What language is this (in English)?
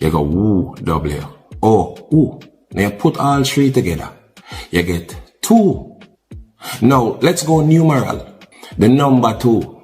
Jamaican Creole English